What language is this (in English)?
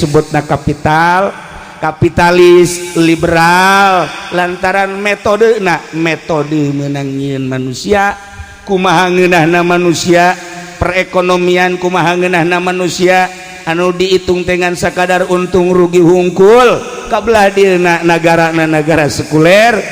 Sundanese